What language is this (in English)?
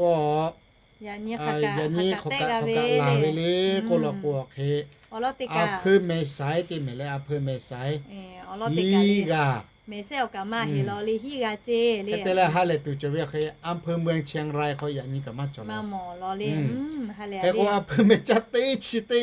Lahu